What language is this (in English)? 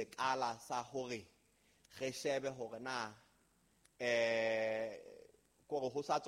Southern Sotho